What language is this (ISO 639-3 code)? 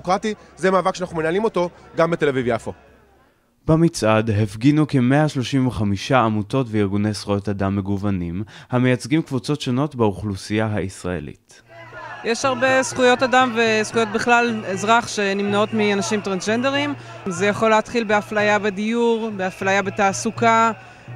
heb